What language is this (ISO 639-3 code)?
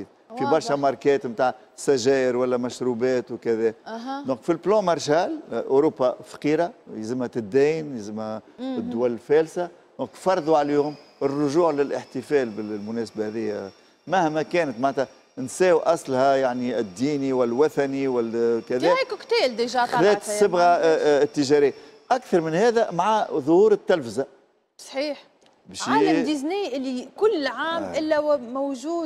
aeb